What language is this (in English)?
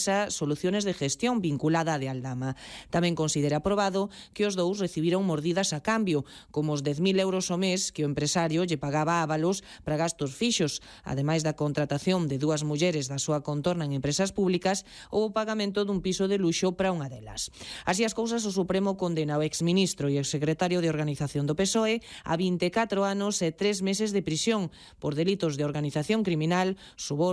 Galician